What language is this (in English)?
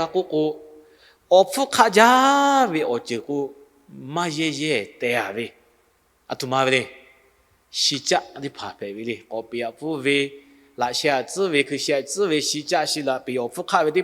Lahu